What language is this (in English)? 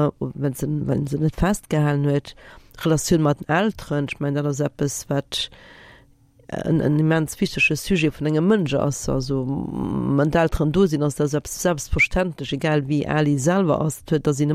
Luxembourgish